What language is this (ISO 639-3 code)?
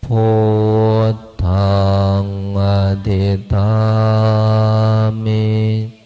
pli